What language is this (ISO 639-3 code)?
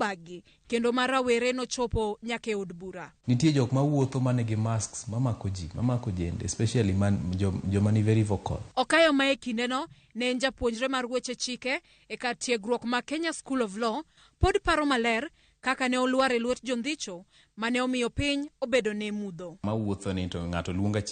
luo